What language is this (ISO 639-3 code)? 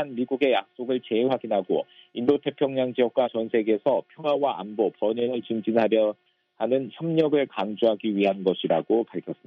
kor